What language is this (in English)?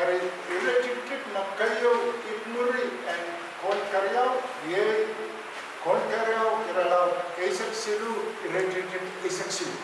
Pohnpeian